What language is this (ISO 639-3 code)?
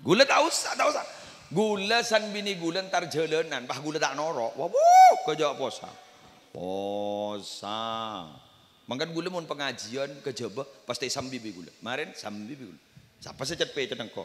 mad